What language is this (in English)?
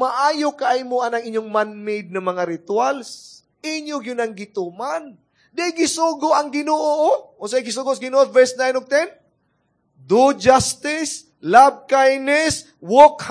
Cebuano